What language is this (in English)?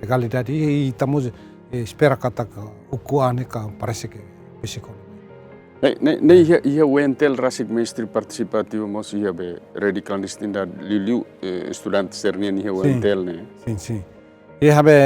Tetum